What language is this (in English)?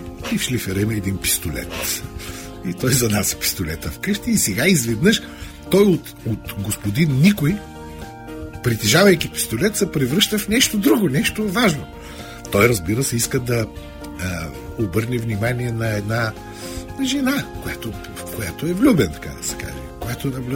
Bulgarian